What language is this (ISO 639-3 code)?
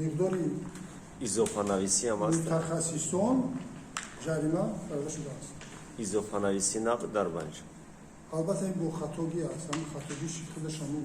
tgk